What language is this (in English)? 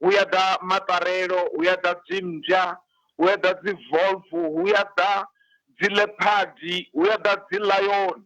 Venda